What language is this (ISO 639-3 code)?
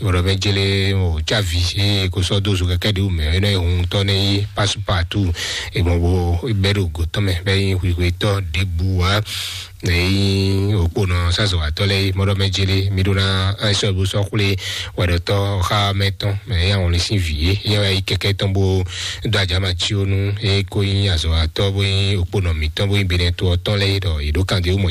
fon